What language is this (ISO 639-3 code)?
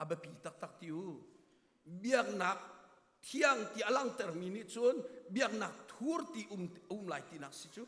cnh